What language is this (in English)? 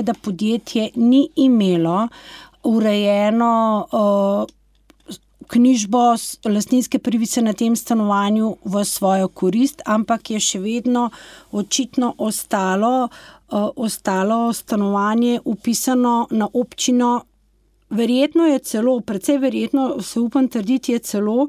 Slovenian